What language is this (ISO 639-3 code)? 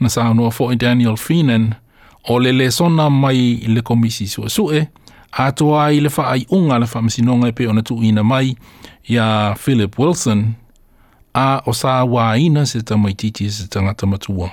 smo